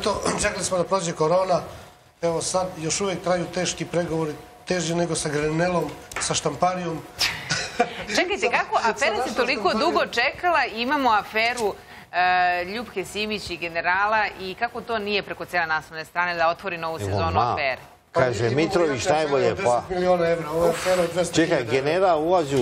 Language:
Serbian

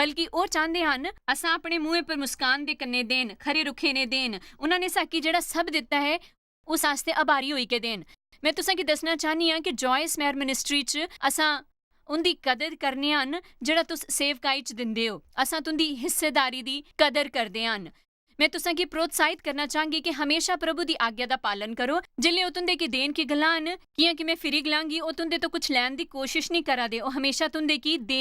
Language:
Dogri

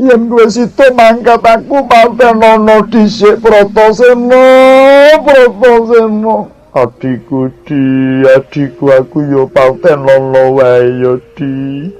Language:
Javanese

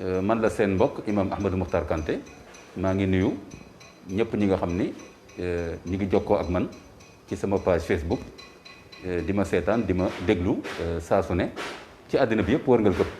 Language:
Wolof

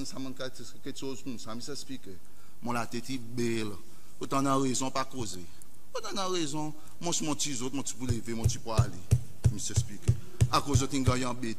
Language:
Seselwa Creole French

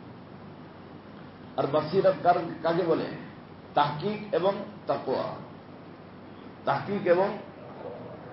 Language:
Bangla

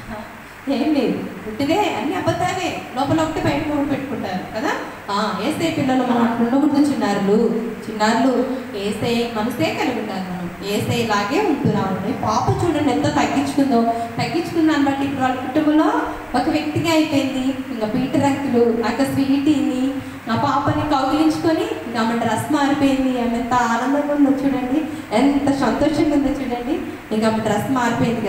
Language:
Telugu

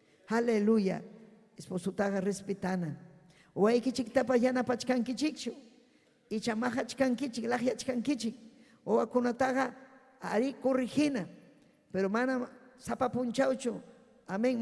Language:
Ayacucho Quechua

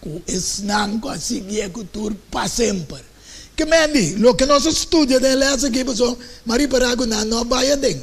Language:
Papiamento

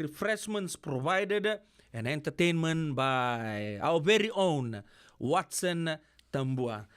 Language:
Fijian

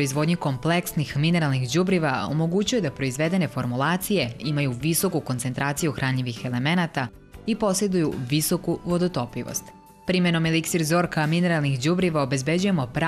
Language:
Serbian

